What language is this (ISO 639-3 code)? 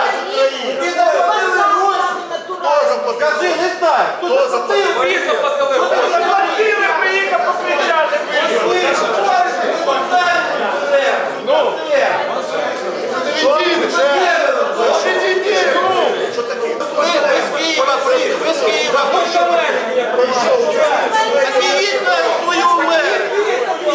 ukr